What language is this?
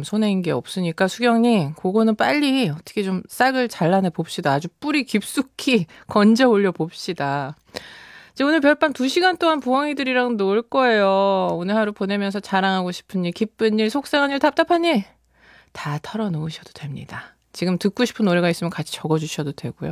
Korean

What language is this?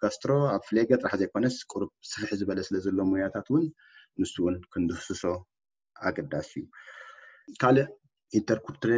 Tigrinya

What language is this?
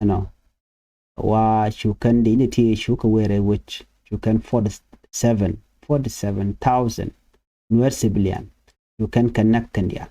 Nuer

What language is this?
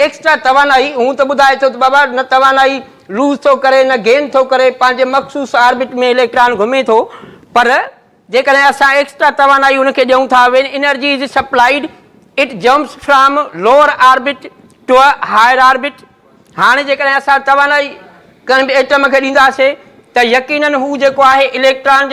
Sindhi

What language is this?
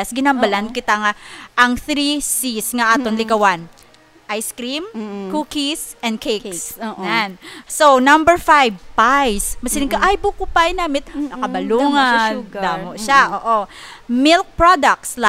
Hiligaynon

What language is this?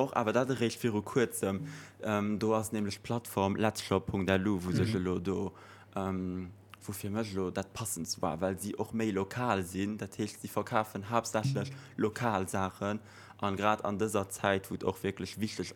Luxembourgish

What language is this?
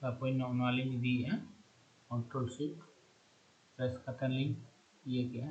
Santali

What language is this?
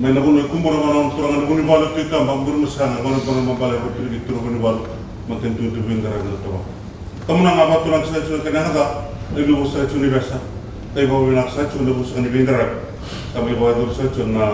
Fijian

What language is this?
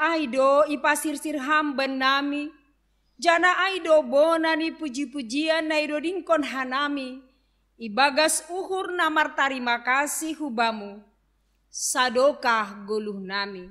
Batak Simalungun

